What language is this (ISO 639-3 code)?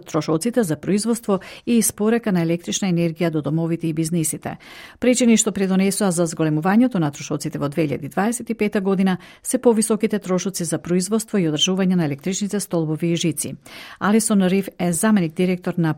mkd